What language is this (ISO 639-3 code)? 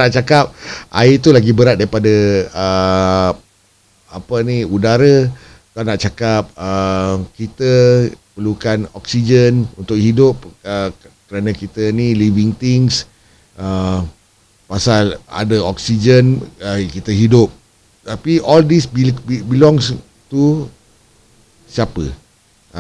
msa